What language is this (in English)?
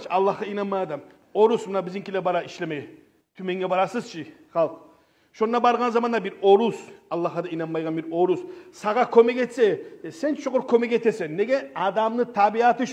Kumyk